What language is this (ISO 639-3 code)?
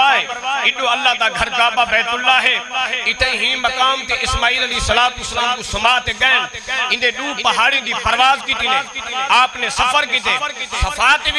skr